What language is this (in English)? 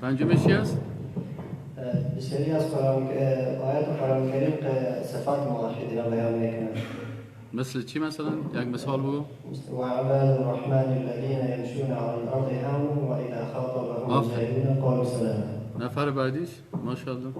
Persian